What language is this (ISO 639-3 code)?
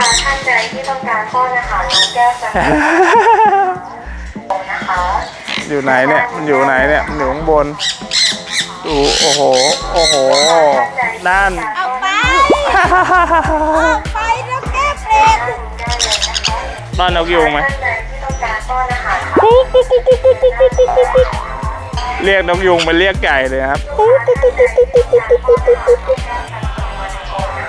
tha